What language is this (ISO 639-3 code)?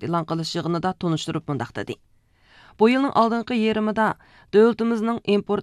uig